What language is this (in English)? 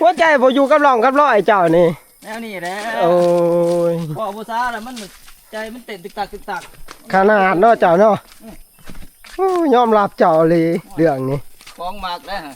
Northeastern Thai